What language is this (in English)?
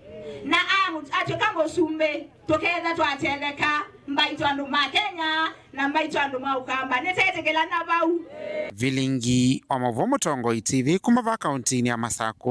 Kamba